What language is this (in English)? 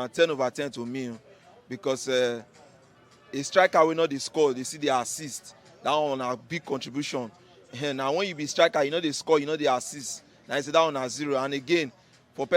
Nigerian Pidgin